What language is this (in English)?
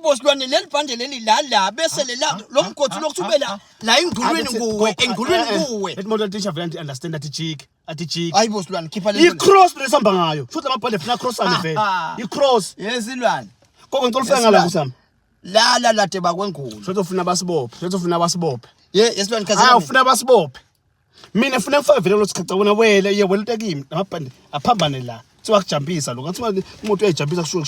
Swati